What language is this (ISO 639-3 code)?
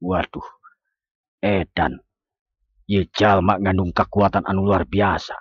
sun